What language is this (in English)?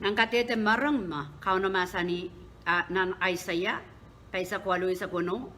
Pohnpeian